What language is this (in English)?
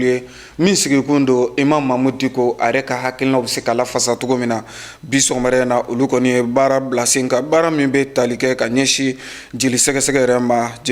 Bambara